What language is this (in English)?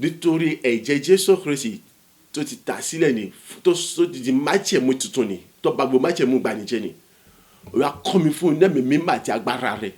Yoruba